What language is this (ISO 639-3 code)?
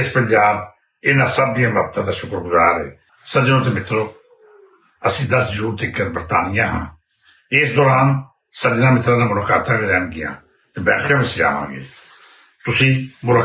lah